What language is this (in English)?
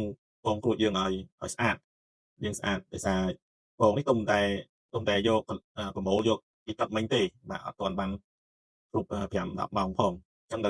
Khmer